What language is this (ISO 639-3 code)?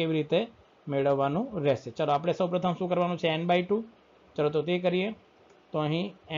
guj